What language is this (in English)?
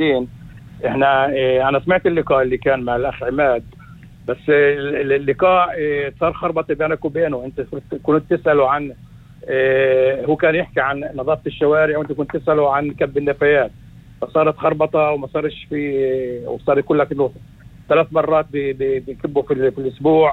North Levantine Arabic